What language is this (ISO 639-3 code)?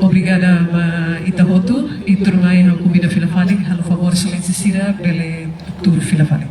tet